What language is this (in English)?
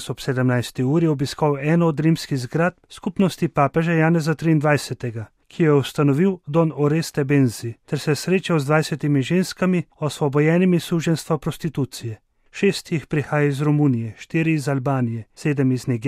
Slovenian